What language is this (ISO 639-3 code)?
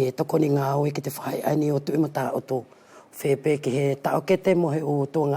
wls